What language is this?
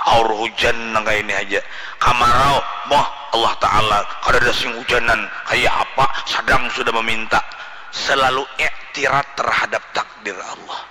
Banjar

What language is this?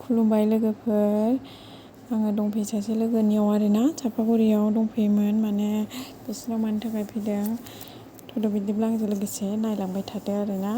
Bodo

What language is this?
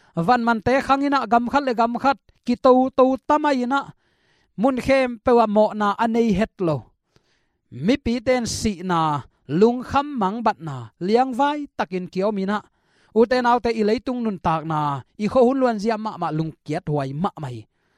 Tedim Chin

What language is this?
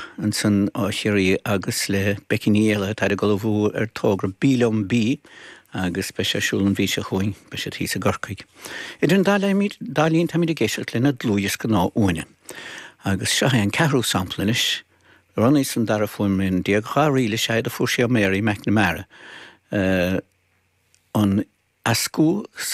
Irish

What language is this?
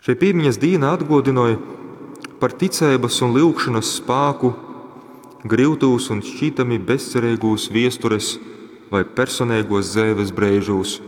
Latgalian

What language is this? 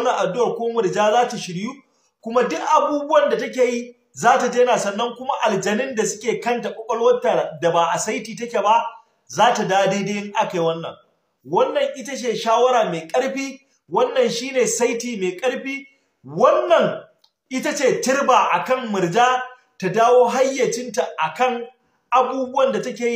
Hausa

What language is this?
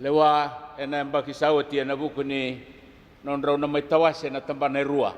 Fijian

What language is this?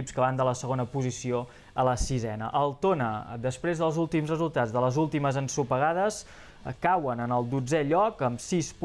Catalan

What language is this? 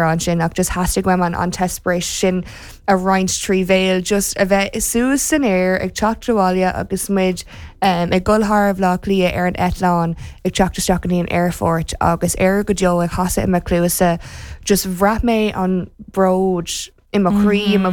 Irish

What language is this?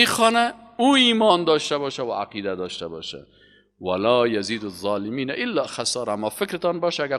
Persian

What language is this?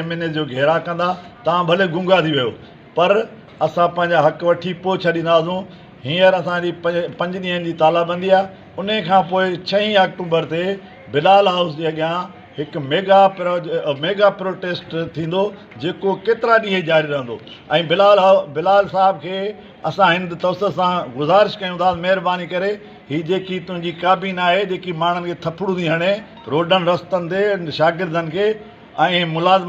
Sindhi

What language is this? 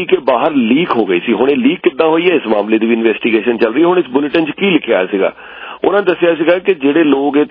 Punjabi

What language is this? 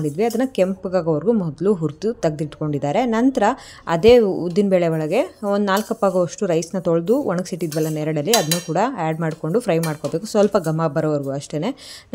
Kannada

